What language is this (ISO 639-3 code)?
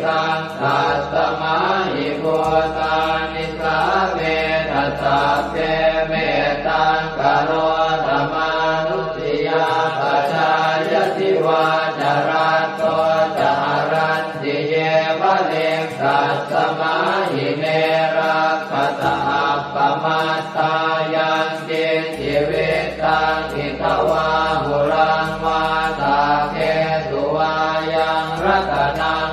pli